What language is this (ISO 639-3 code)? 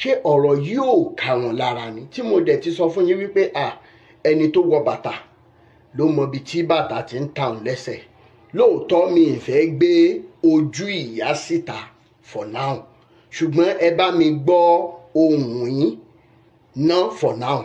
yor